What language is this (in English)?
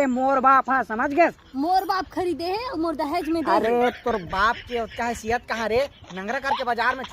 Chhattisgarhi